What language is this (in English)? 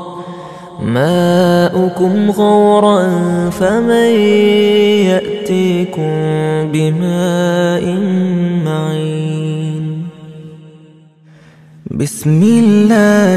Arabic